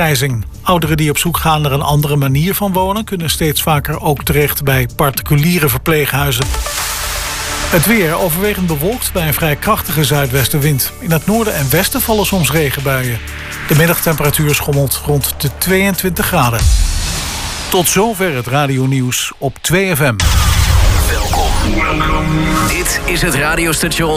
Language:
Dutch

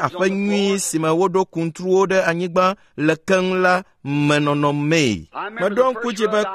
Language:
Ewe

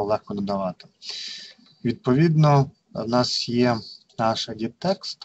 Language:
Ukrainian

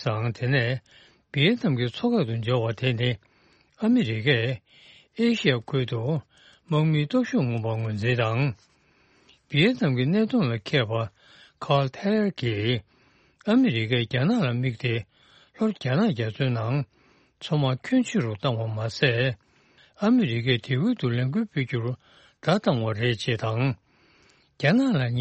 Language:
Tibetan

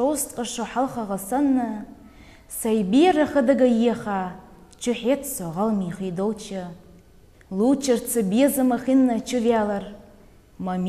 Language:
Ingush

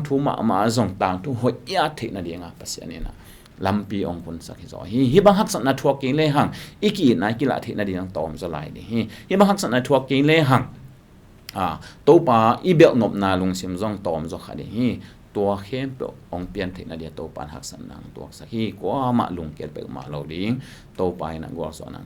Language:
Tedim Chin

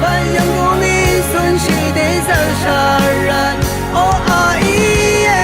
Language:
Rawang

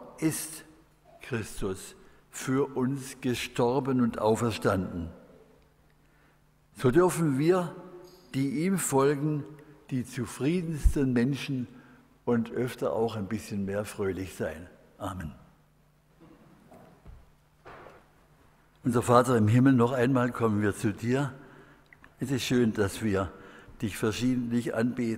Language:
German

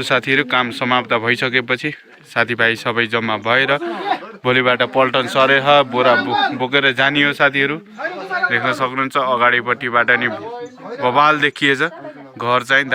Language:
Nepali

